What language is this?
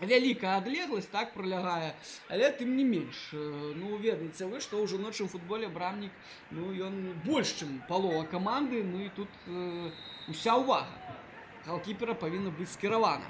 Belarusian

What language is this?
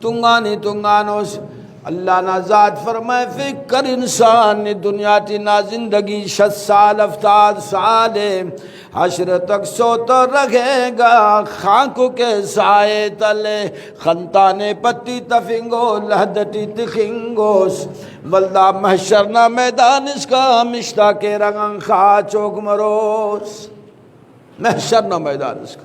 Brahui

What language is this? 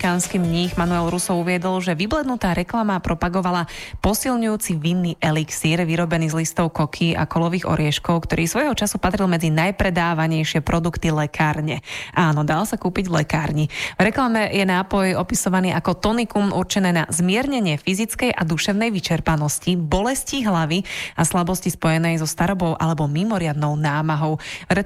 Slovak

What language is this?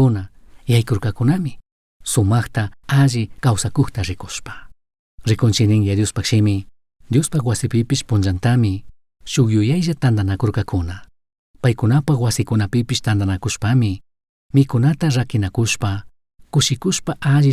Chimborazo Highland Quichua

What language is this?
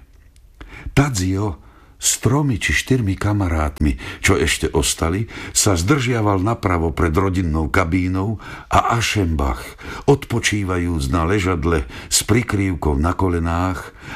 Slovak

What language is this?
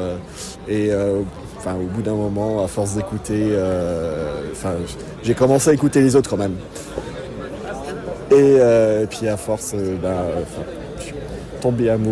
French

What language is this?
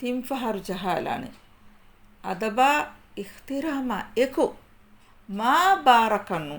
Divehi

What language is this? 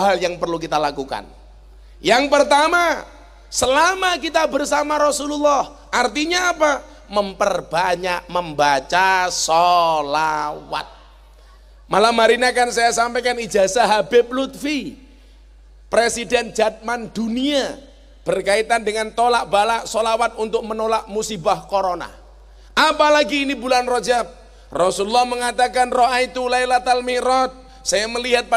Indonesian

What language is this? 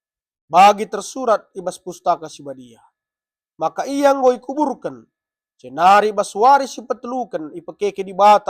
Batak Karo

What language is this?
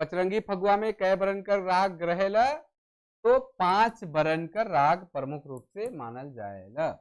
Sadri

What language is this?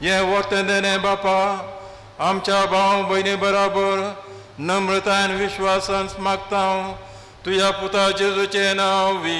Konkani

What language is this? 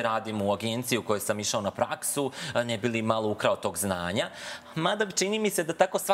Serbian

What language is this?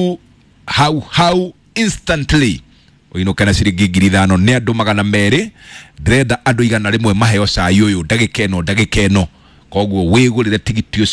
Kikuyu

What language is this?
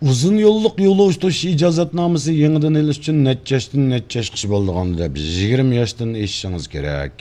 Uyghur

